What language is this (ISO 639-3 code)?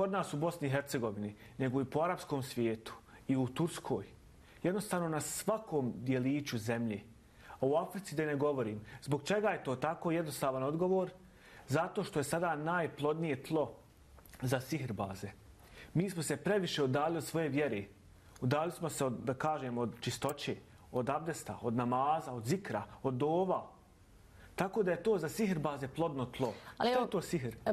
bos